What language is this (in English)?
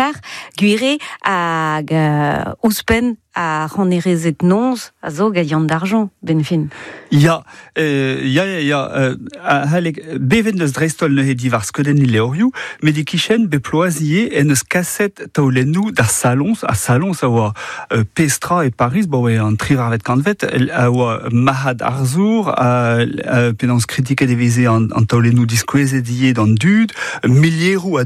Breton